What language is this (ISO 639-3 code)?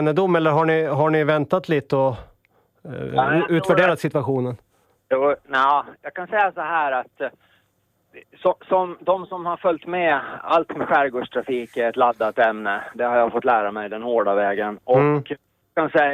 swe